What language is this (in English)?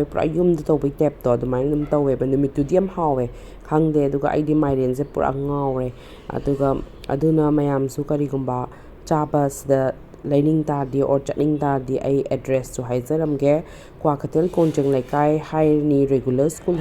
Manipuri